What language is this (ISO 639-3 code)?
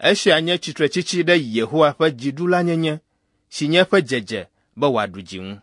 ewe